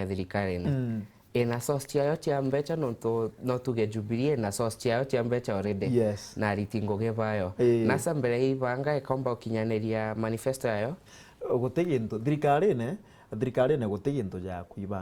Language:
Meru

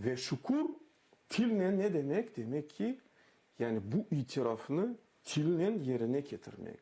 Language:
Crimean Tatar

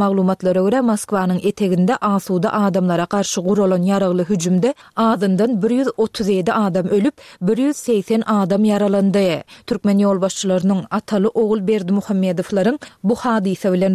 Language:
Turkmen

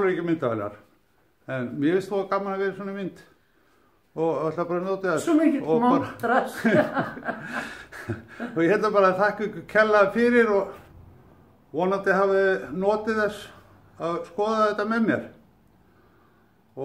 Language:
Icelandic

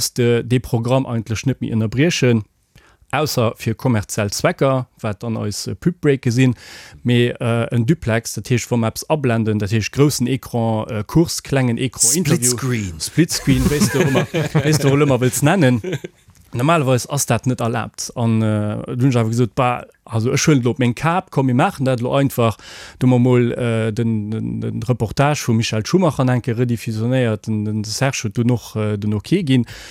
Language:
Luxembourgish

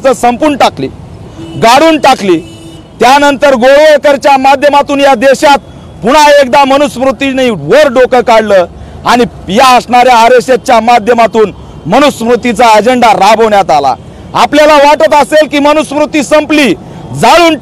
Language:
Marathi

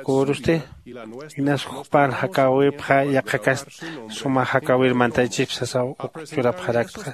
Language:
Aymara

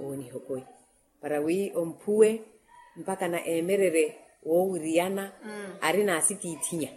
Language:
Makhuwa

